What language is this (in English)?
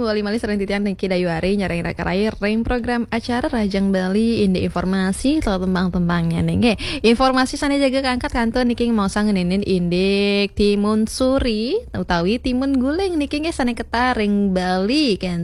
Balinese